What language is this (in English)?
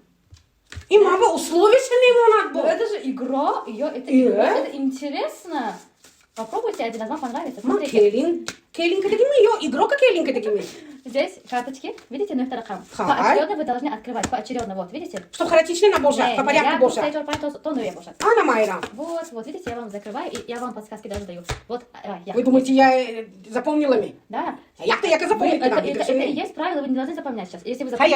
Tajik